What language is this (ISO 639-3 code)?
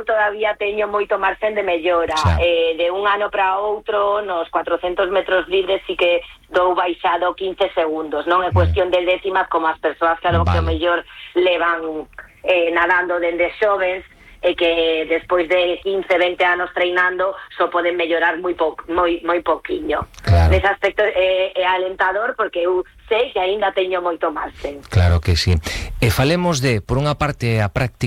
glg